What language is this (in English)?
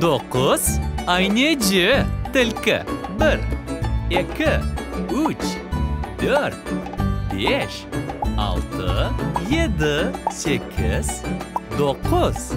Crimean Tatar